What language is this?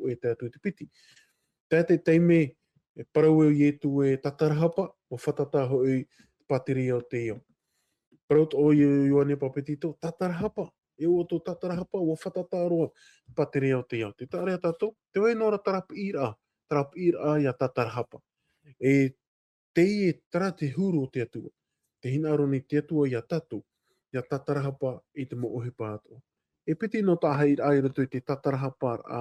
Tahitian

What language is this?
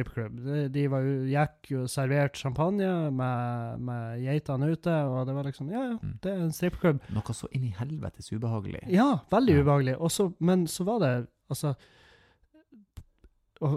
Norwegian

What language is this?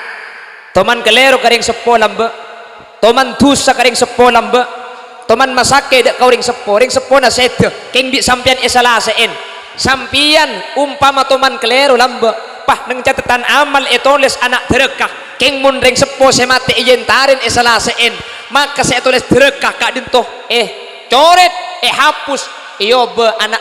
Madurese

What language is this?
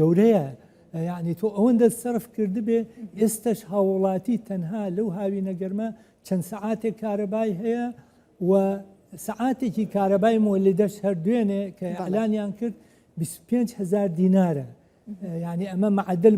Central Kurdish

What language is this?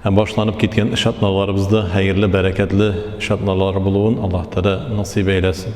Tatar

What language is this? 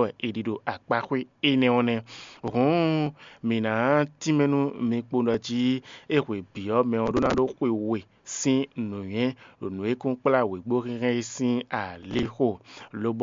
Fon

